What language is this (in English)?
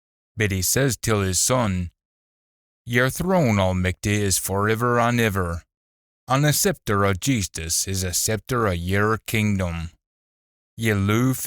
Scots